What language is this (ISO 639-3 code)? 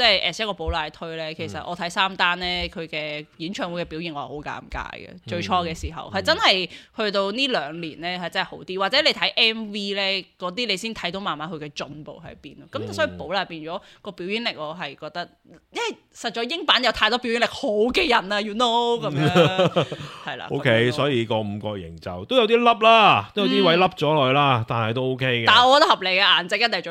yue